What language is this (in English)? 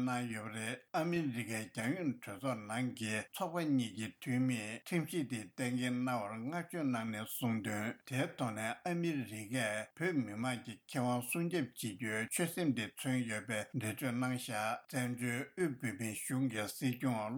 Tibetan